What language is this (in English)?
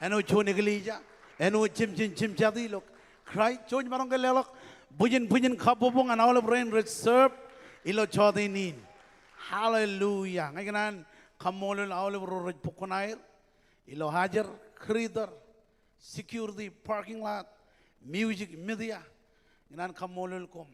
Marshallese